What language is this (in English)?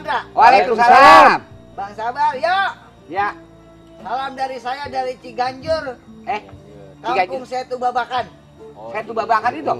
Betawi